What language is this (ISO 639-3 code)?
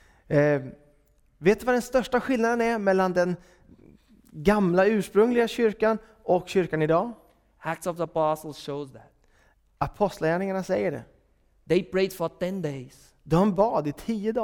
swe